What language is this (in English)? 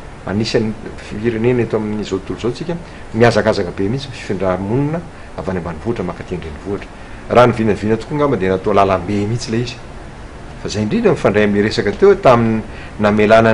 Malagasy